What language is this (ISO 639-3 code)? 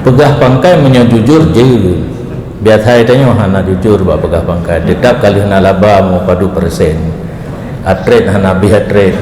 ace